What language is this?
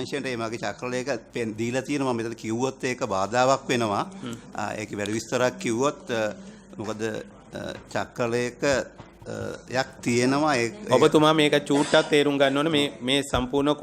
Sinhala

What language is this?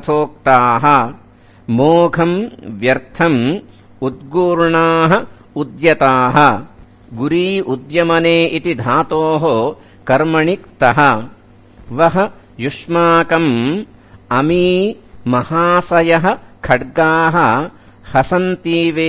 Sanskrit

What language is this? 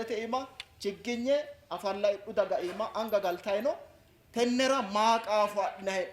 Sidamo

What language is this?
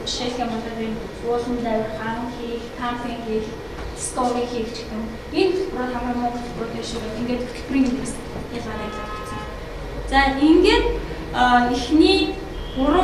Mongolian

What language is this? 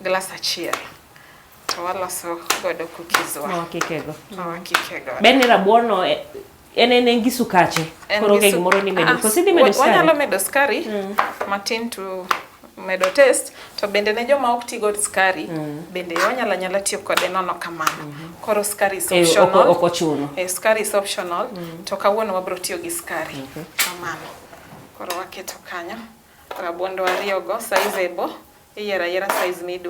Luo (Kenya and Tanzania)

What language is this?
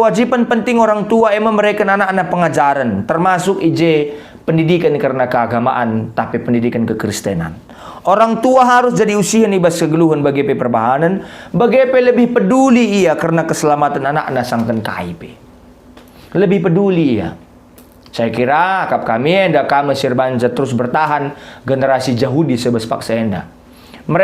Batak Karo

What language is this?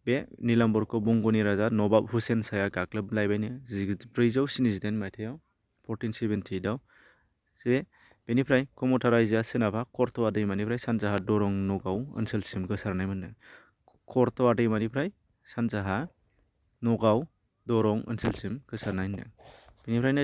Bodo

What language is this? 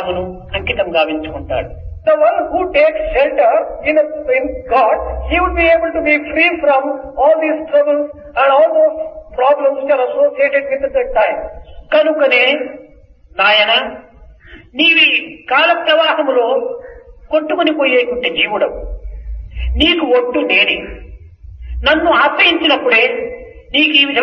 Telugu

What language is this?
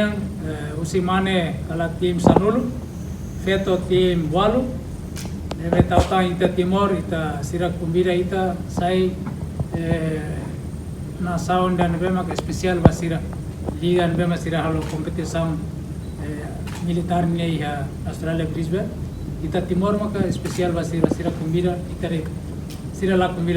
Tetum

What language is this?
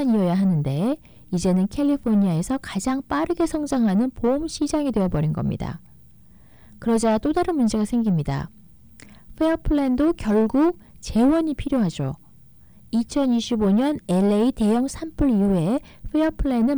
Korean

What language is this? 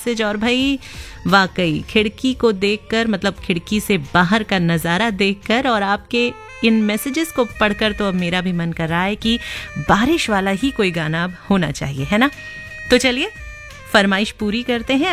Hindi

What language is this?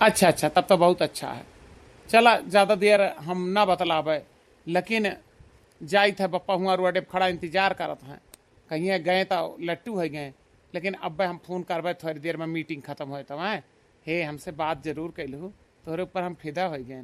Awadhi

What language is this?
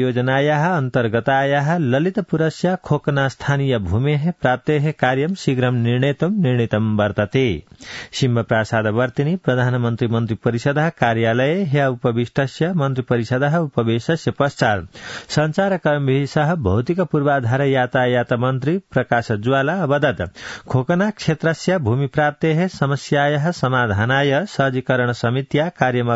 Sanskrit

